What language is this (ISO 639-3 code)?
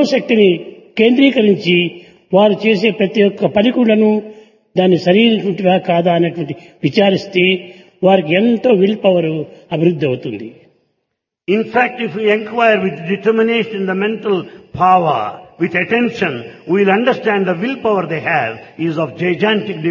tel